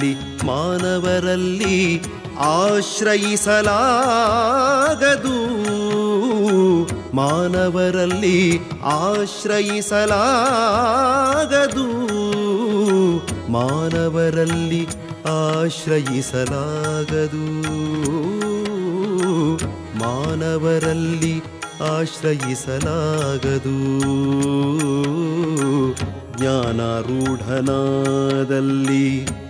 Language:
Kannada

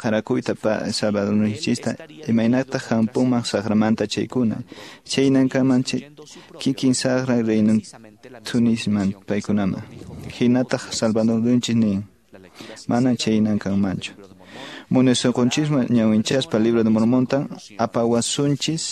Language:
Quechua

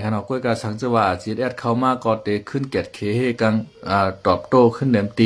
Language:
Shan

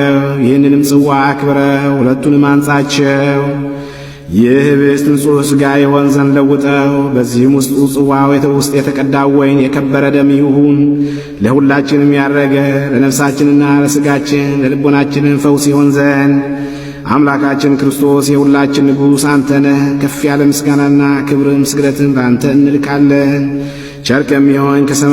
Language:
Amharic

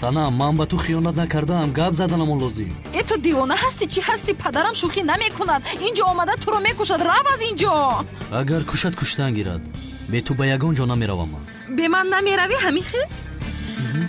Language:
Tajik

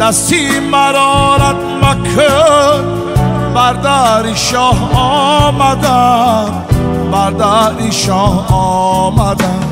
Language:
Tajik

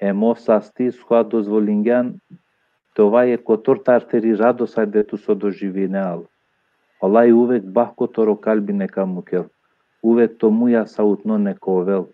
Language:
Balkan Romani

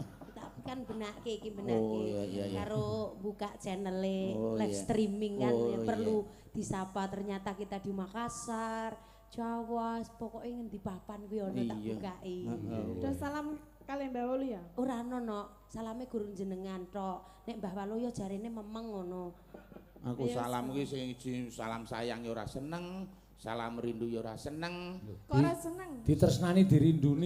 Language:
Javanese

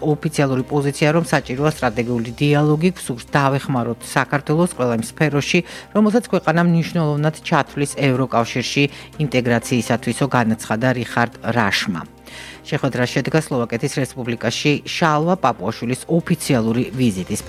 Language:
Georgian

